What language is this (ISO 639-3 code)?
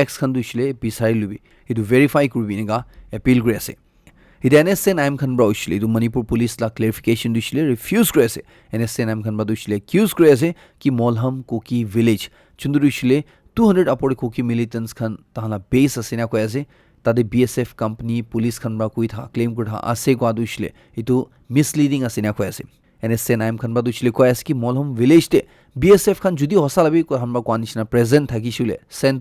nag